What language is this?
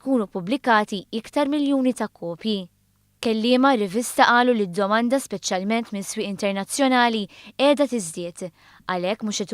Maltese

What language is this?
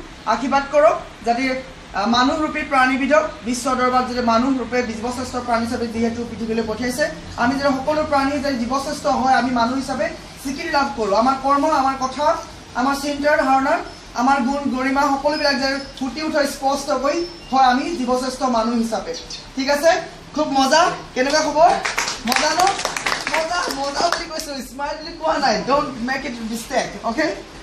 Assamese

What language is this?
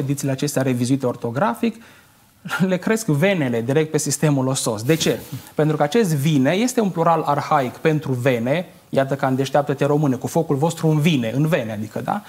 Romanian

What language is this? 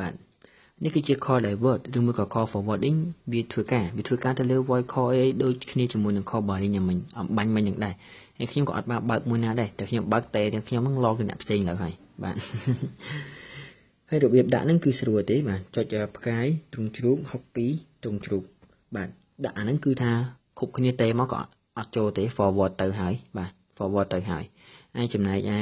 Khmer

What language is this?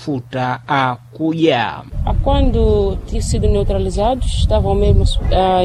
Sena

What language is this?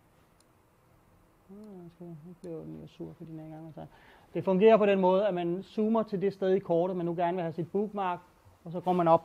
Danish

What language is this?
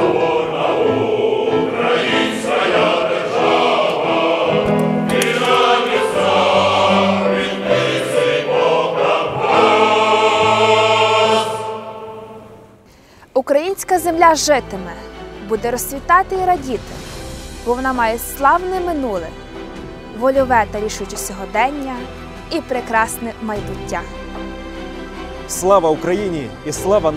Ukrainian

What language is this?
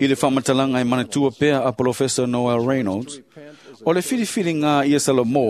Samoan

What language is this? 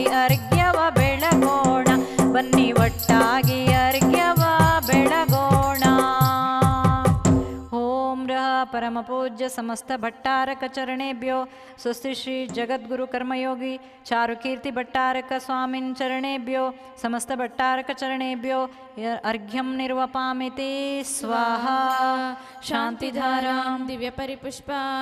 Kannada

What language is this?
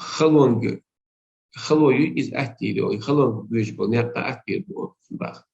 Chechen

